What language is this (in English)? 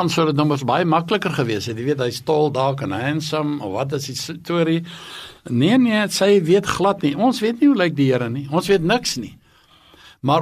Afrikaans